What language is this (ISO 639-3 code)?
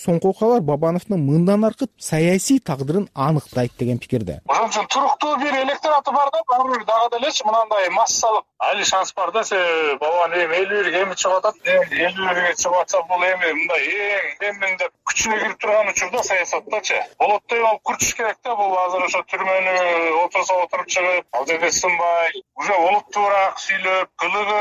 kir